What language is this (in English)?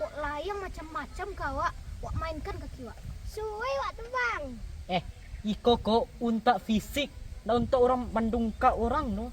Minangkabau